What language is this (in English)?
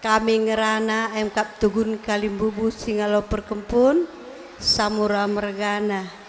Batak Karo